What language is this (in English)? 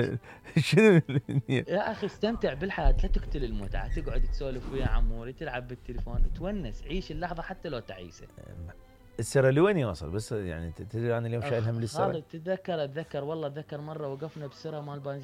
Mesopotamian Arabic